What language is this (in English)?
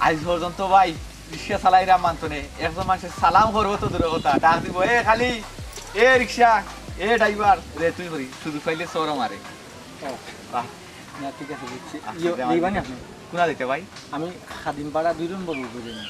Sylheti